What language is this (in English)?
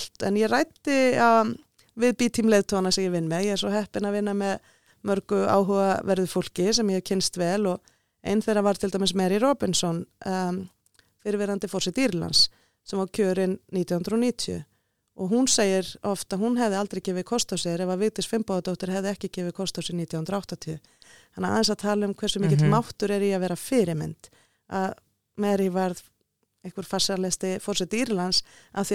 Icelandic